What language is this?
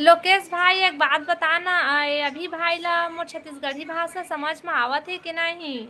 Chhattisgarhi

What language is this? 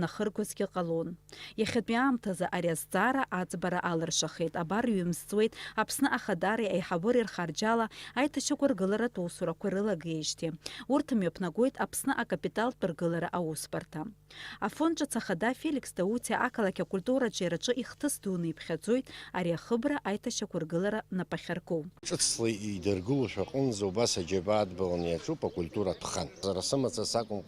Abkhazian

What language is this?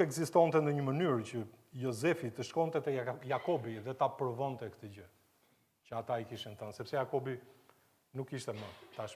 Albanian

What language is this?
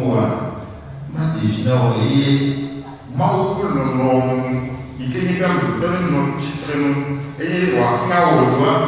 Ewe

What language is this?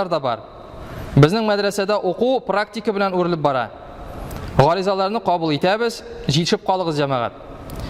Tatar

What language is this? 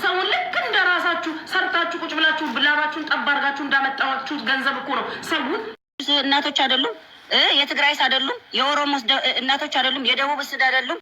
Amharic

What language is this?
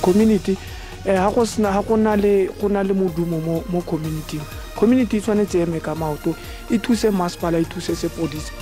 Tswana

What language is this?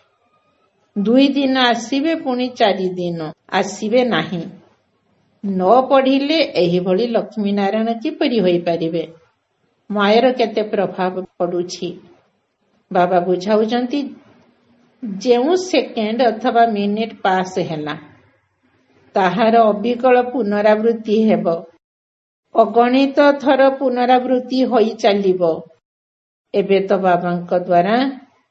Odia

